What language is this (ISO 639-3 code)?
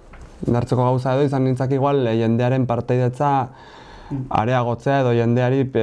eus